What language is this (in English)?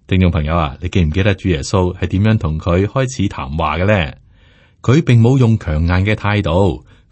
Cantonese